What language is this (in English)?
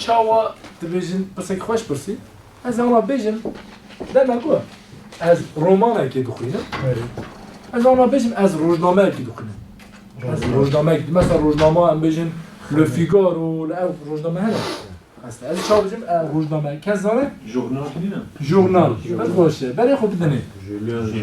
Kurdish